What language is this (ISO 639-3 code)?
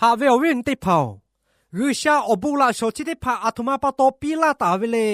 lhu